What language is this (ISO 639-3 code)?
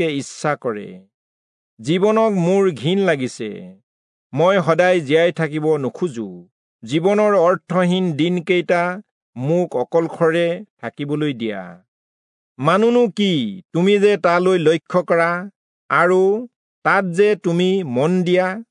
asm